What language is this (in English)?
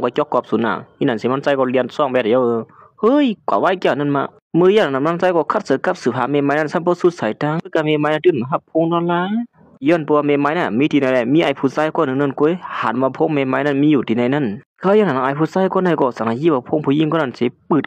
Shan